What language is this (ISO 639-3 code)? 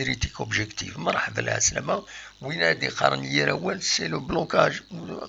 kab